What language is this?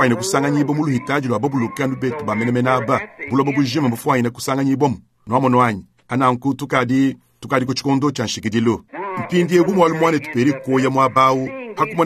Luba-Lulua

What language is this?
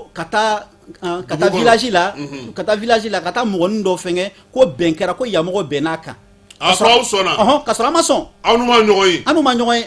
Bambara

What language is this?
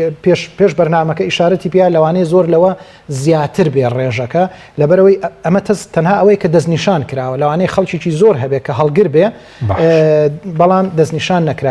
Central Kurdish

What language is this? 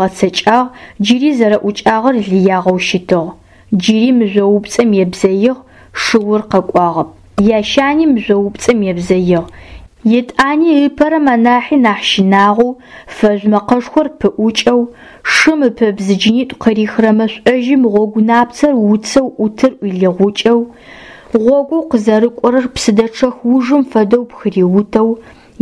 Adyghe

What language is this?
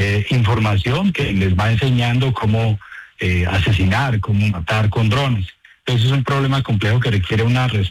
Spanish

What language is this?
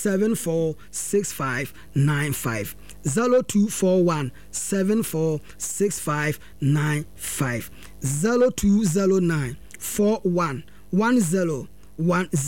Akan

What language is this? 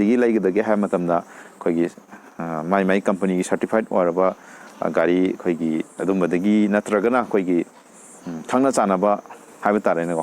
Manipuri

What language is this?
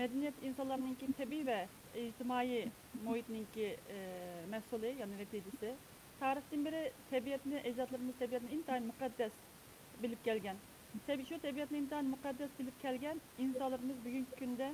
Uyghur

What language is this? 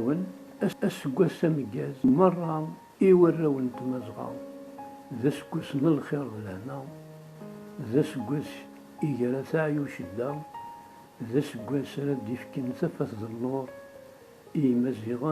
Kabyle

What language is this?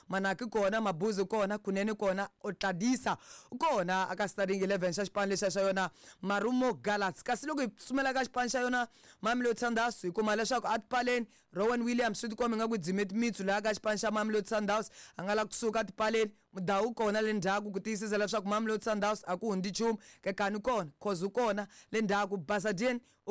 Tsonga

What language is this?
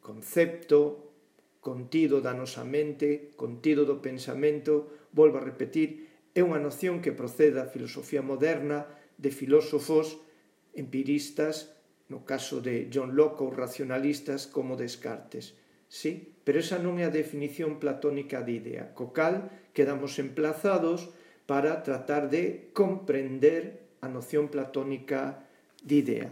Galician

